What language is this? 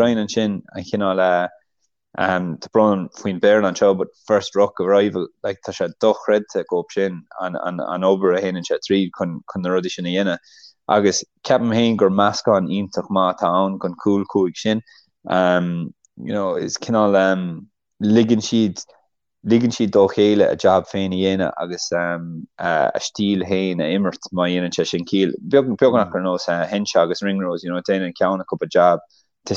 Irish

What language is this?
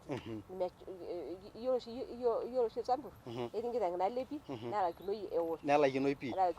Masai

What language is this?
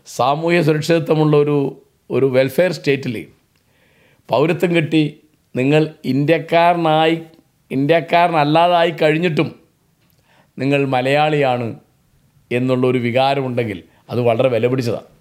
Malayalam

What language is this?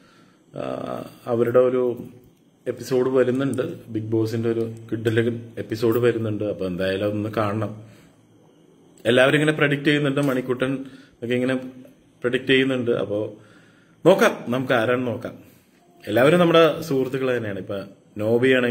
Malayalam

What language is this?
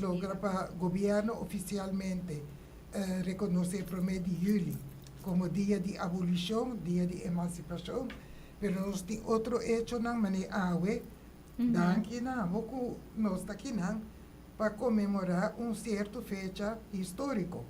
Papiamento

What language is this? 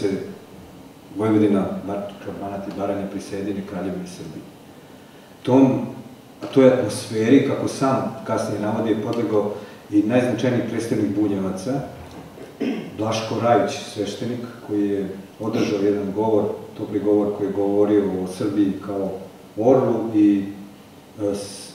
Serbian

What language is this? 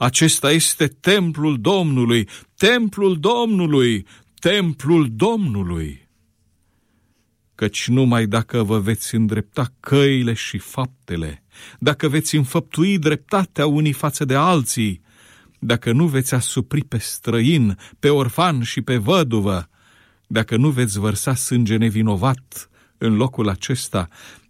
Romanian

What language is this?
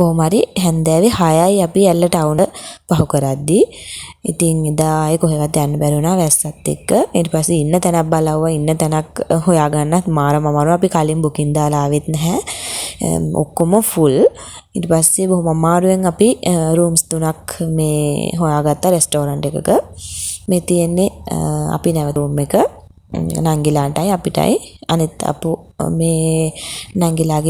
Sinhala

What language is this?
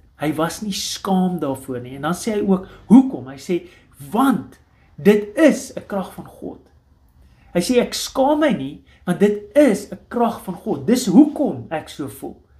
Afrikaans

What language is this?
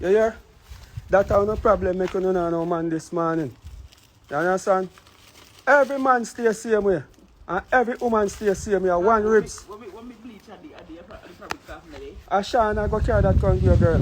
Jamaican Creole English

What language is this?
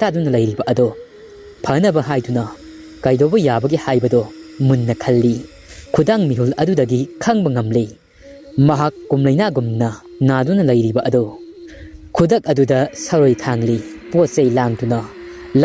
Manipuri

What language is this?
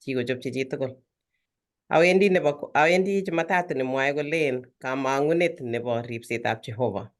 Kalenjin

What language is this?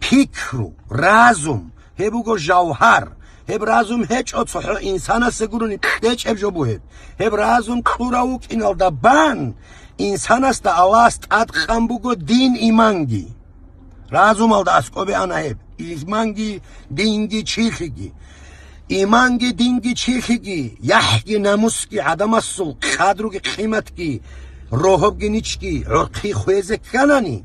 Avaric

